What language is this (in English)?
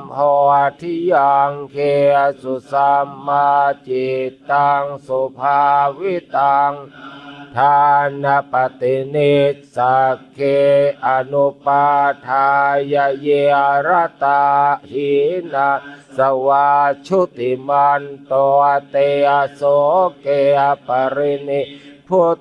Pali